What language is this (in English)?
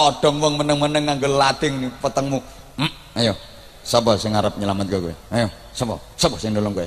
Javanese